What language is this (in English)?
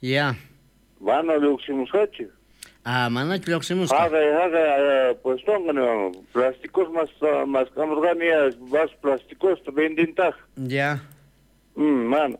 South Bolivian Quechua